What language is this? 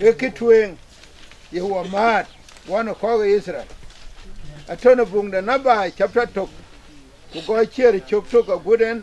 Dinka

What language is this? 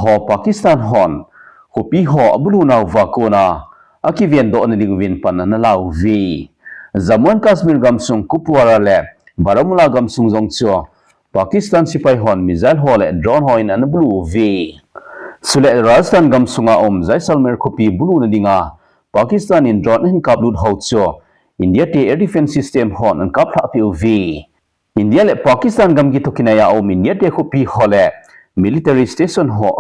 Thado Chin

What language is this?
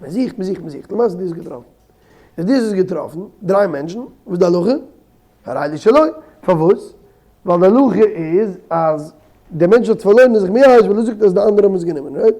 Yiddish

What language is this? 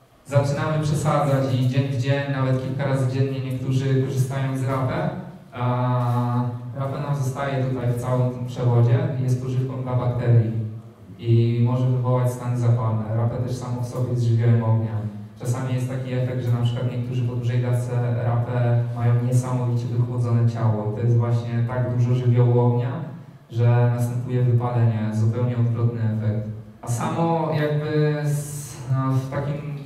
Polish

